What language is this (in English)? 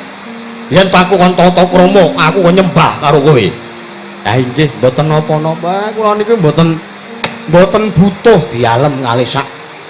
Javanese